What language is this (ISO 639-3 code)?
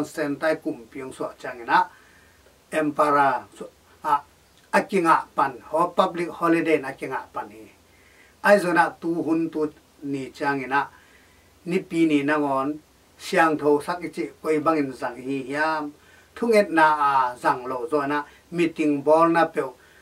ctd